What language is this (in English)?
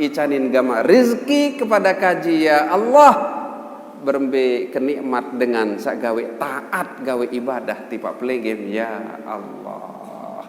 Sasak